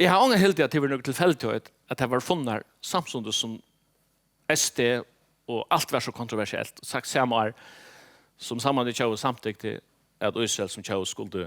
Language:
Faroese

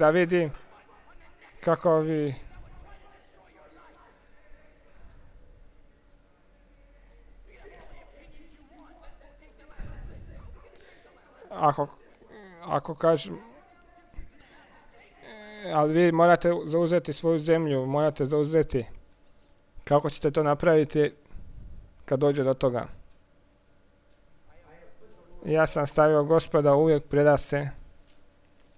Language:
Croatian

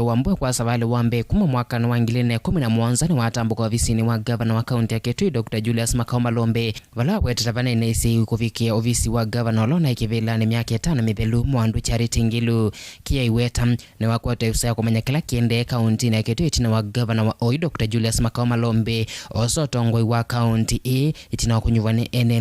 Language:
Kamba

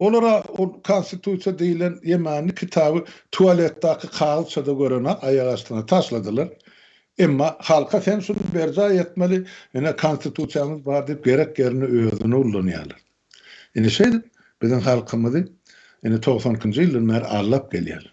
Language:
Turkmen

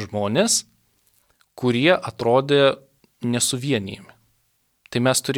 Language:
Lithuanian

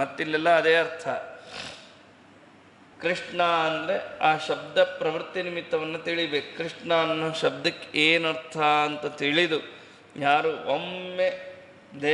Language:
Kannada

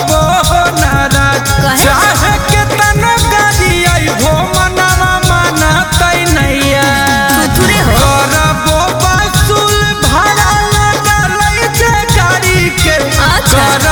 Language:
Bhojpuri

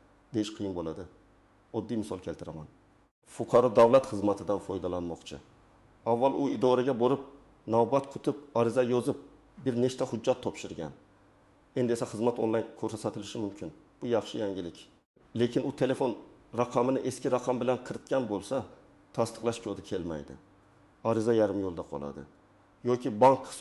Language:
Uzbek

